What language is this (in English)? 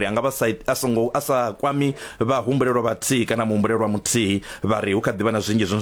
Venda